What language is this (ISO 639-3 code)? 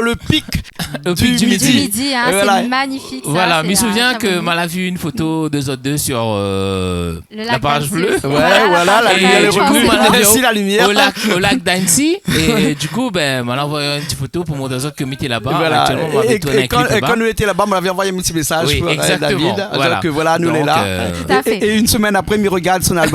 rcf